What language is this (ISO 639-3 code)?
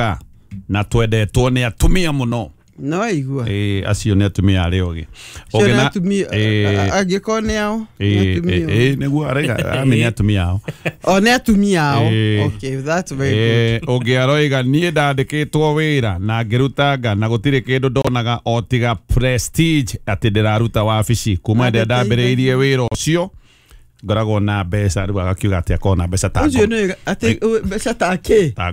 kik